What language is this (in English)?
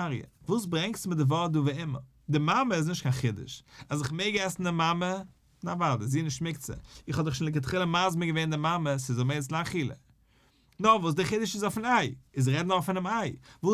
Yiddish